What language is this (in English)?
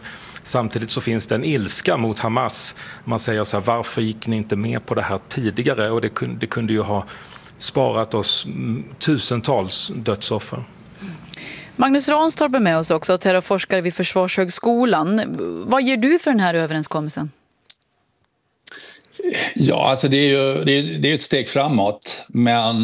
Swedish